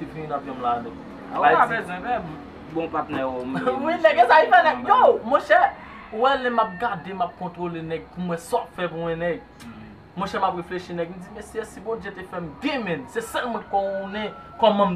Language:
Haitian Creole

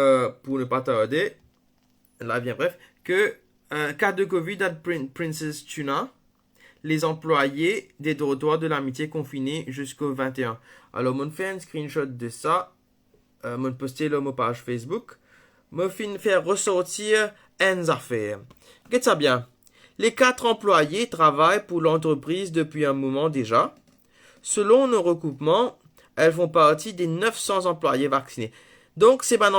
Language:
Morisyen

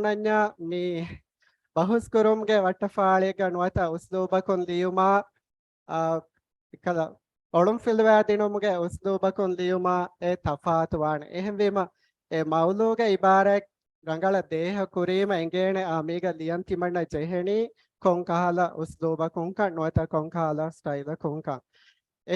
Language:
Divehi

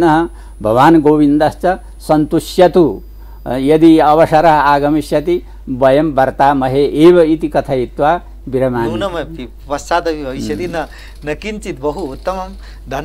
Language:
Sanskrit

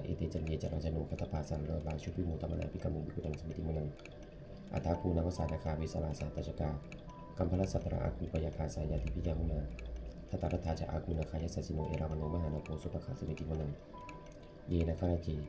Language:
Pali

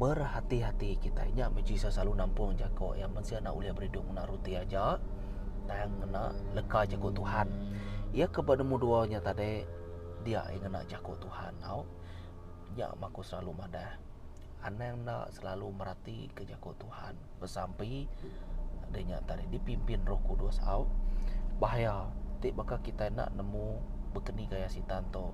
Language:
Iban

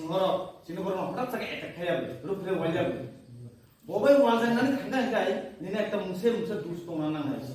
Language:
Kok Borok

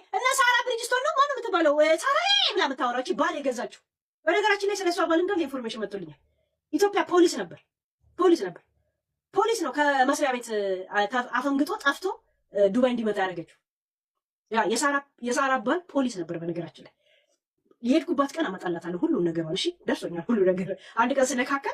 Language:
Amharic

